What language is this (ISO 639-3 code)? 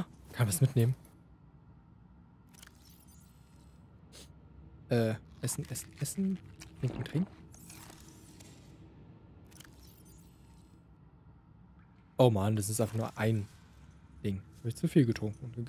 deu